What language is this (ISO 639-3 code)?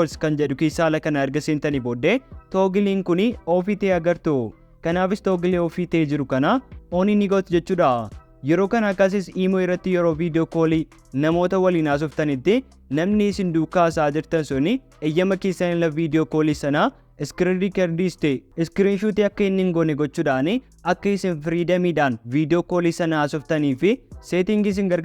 orm